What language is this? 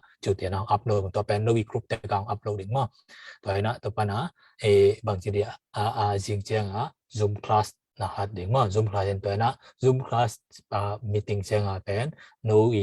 Tedim Chin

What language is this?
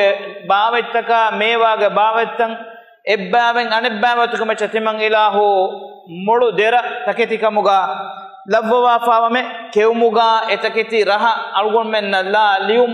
Divehi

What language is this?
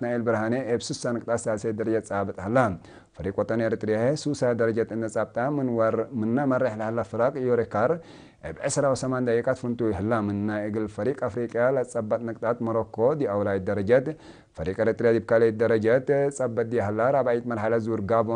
Tigre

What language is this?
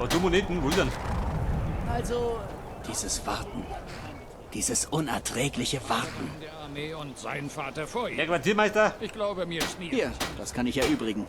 Bavarian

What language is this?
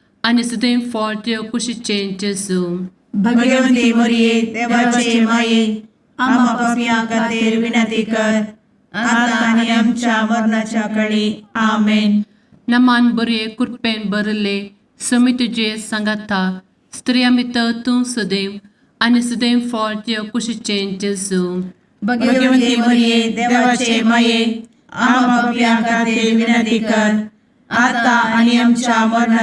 Konkani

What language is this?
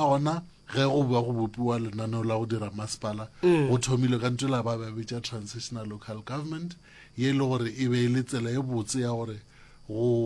Northern Sotho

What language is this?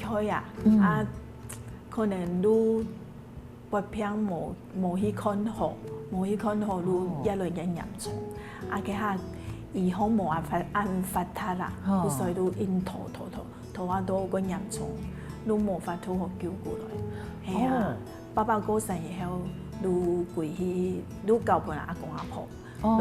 Hakka Chinese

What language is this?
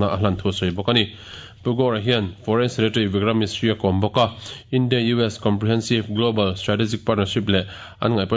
Mizo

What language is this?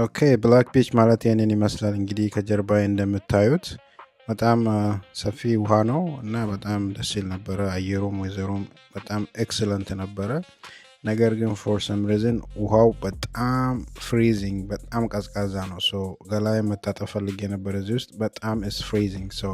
Amharic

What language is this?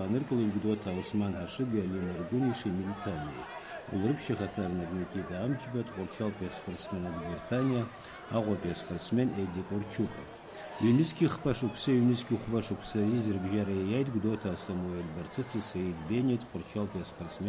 Abkhazian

